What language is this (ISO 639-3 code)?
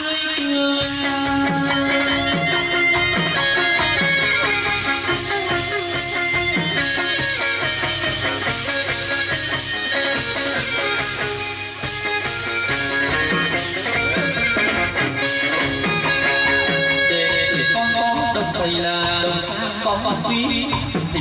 vie